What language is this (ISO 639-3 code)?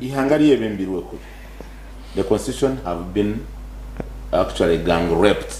nyn